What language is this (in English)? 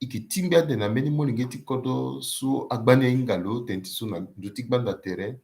Sango